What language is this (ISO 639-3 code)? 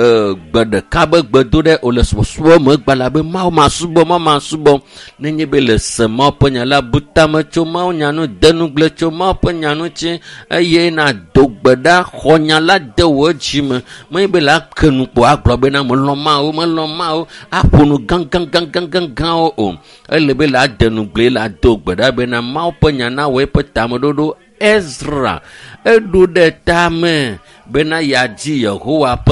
ewe